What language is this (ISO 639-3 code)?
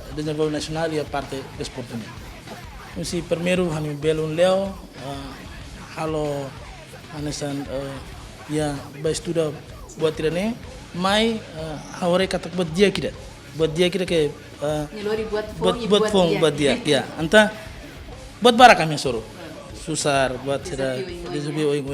tet